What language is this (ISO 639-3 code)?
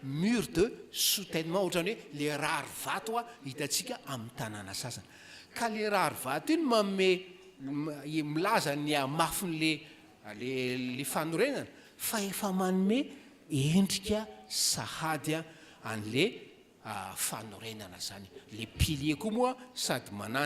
mlg